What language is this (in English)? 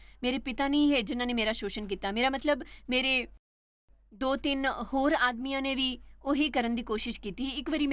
Dogri